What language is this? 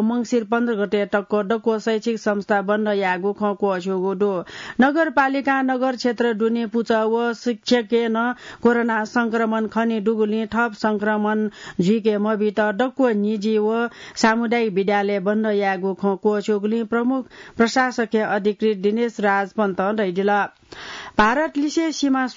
Newari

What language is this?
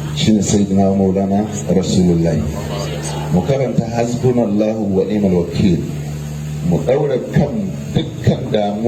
Hausa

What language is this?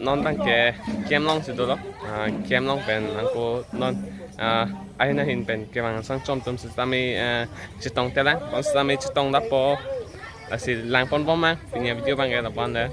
Karbi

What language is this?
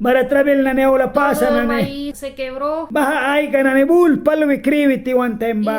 Mískito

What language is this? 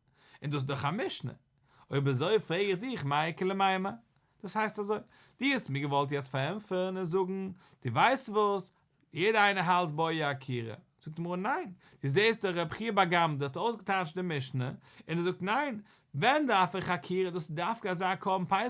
Yiddish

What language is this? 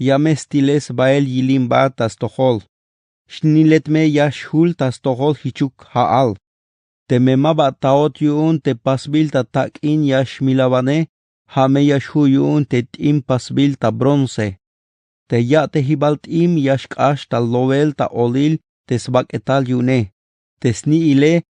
Tzeltal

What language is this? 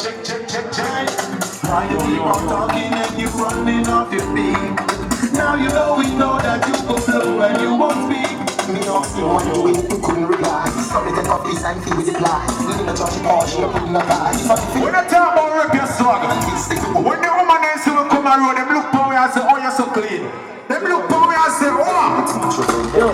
Jamaican Creole English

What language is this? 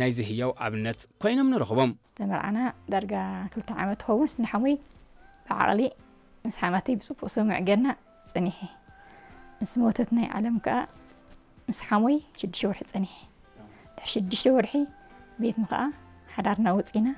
Tigrinya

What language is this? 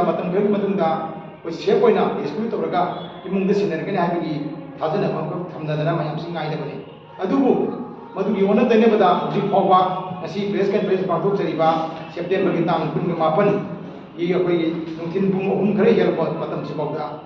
Manipuri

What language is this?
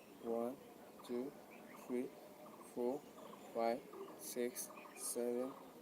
Manipuri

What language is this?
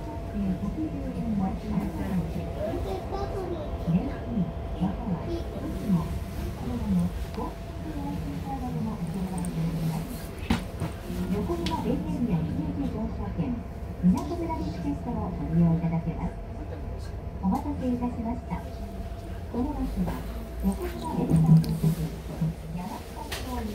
Japanese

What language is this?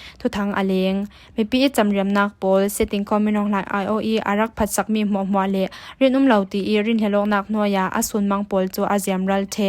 Falam Chin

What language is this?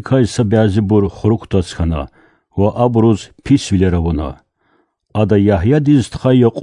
Azerbaijani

